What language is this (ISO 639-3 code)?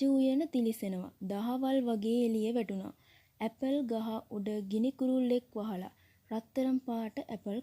sin